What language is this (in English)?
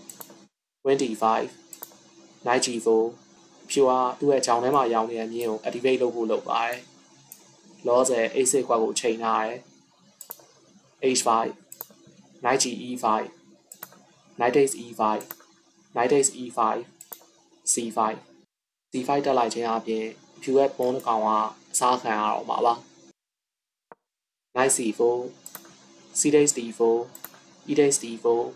Burmese